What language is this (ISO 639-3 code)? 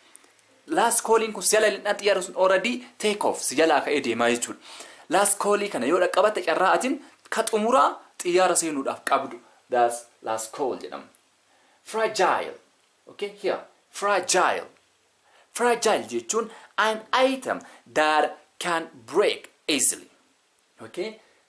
orm